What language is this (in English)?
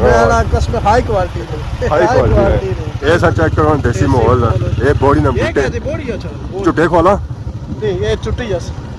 Pahari-Potwari